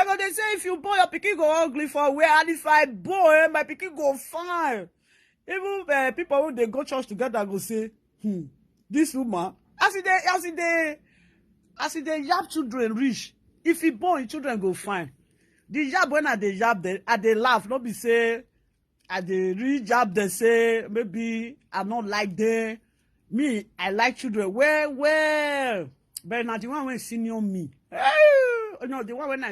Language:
Nigerian Pidgin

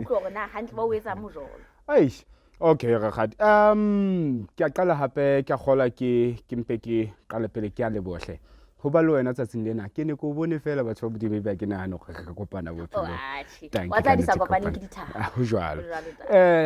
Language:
Southern Sotho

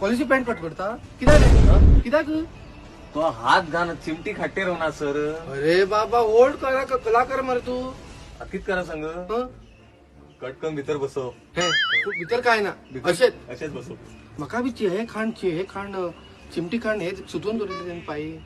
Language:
Konkani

